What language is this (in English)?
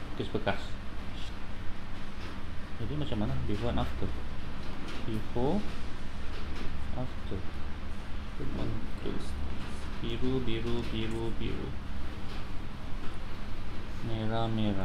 Malay